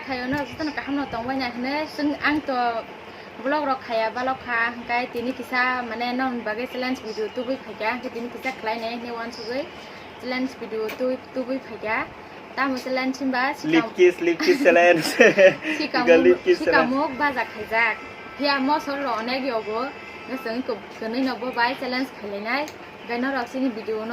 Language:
Kok Borok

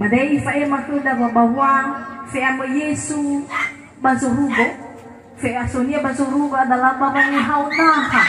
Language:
Nias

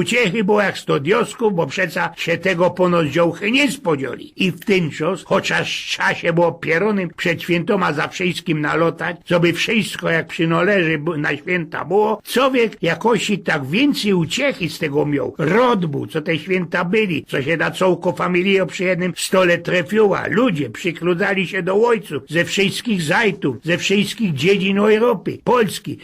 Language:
Silesian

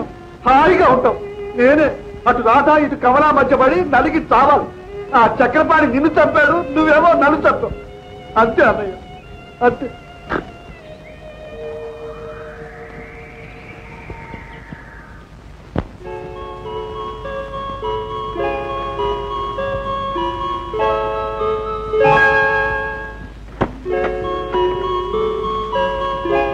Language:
Telugu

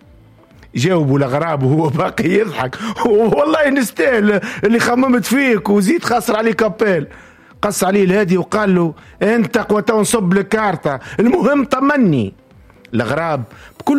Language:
Tunisian Arabic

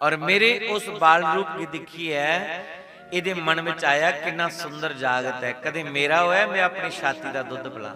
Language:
Dogri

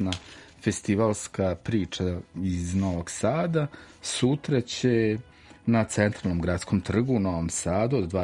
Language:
Serbian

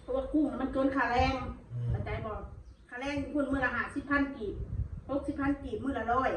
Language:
Northeastern Thai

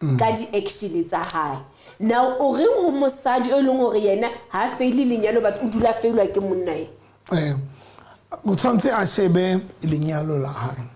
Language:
Southern Sotho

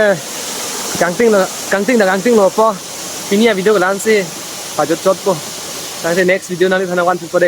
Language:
Karbi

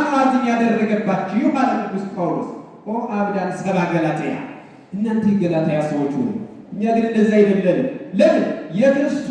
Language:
Amharic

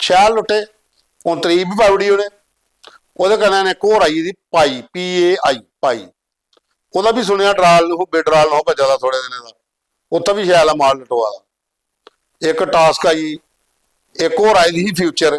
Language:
Dogri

